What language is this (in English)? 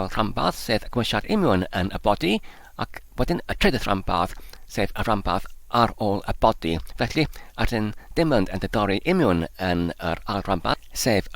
Welsh